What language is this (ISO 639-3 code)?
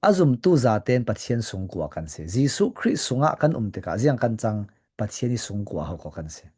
cfm